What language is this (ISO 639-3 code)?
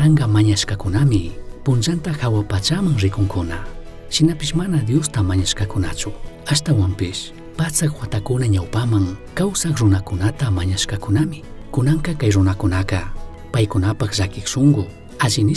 qug